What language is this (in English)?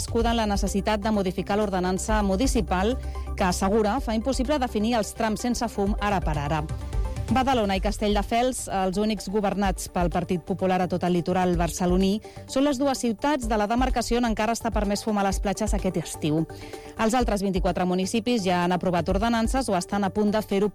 Catalan